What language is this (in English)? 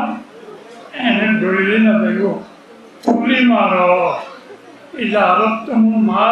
Rohingya